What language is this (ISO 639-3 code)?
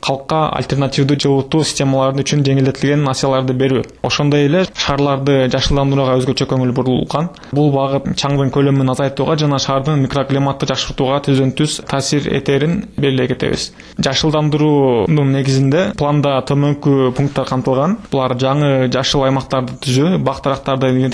kir